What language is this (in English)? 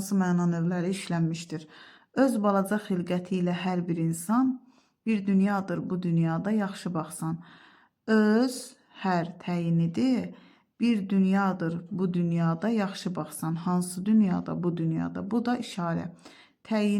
Azerbaijani